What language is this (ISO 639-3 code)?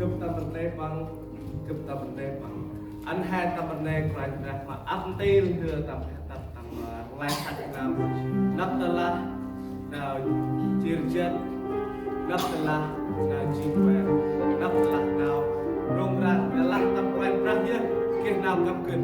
cmo